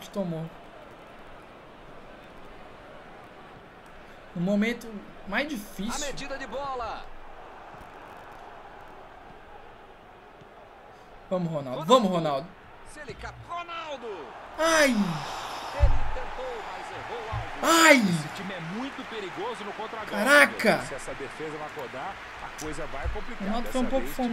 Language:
Portuguese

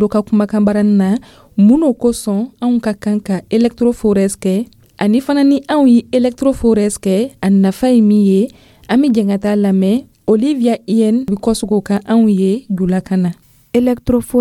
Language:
Dyula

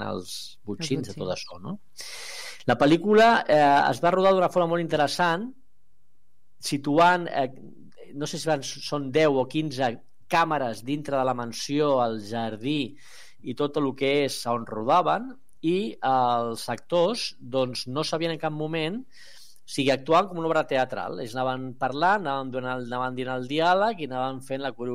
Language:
Catalan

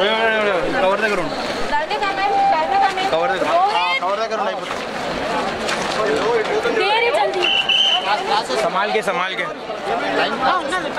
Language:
Telugu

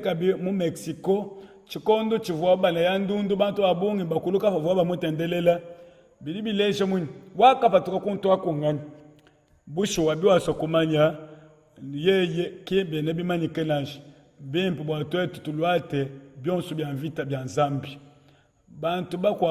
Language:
Luba-Lulua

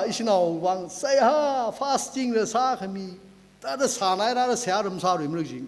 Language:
Tangkhul Naga (India)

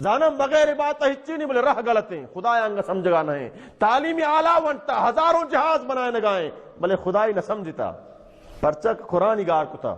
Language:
Baluchi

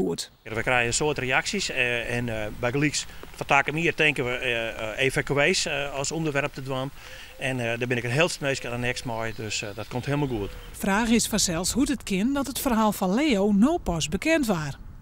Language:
Western Frisian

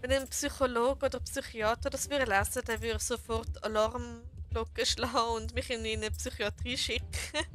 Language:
Swiss German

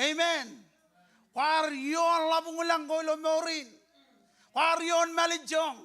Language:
Marshallese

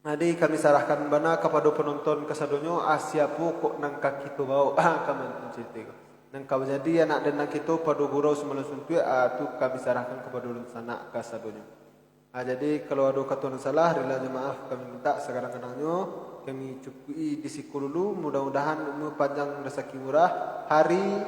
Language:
Minangkabau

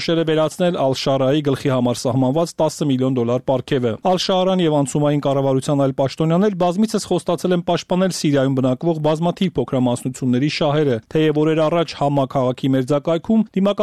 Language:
Armenian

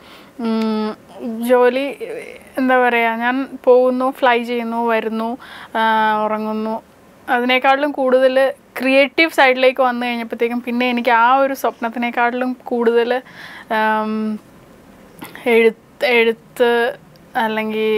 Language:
Malayalam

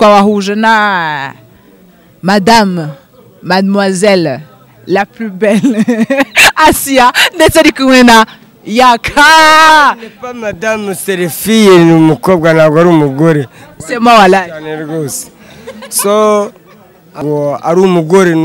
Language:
Kinyarwanda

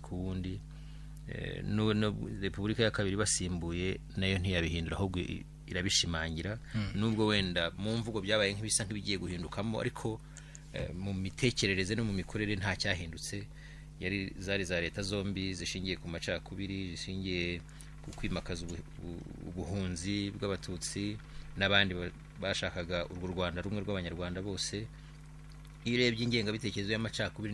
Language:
Kinyarwanda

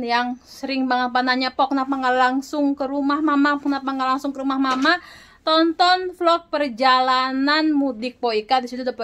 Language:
Betawi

